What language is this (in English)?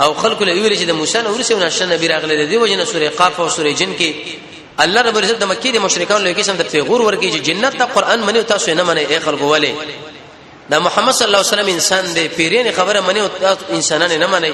Pashto